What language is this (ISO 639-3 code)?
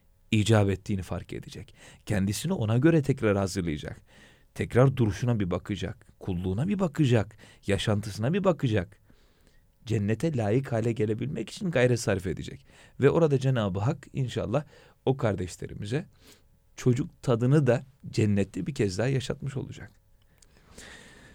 tur